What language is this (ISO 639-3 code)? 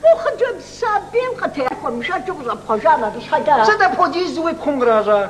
kbd